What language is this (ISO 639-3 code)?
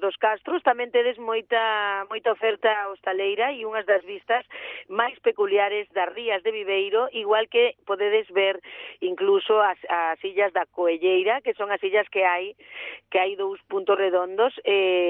glg